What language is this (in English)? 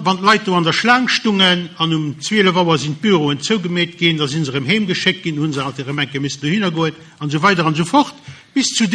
Luxembourgish